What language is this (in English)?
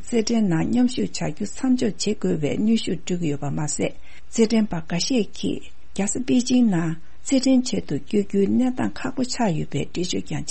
Tibetan